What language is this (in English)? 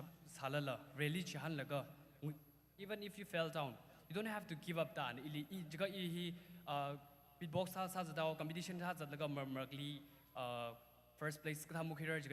Tangkhul Naga (India)